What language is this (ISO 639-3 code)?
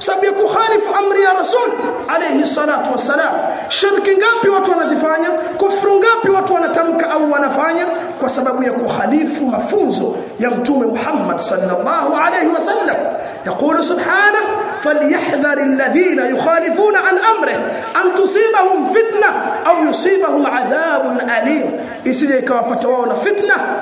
swa